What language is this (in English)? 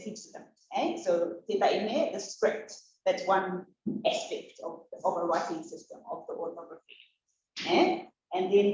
Rarotongan